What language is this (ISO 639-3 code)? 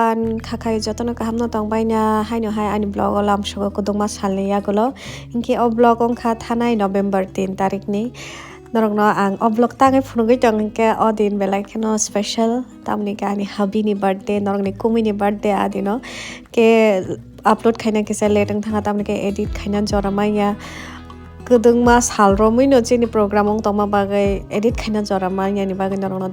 trp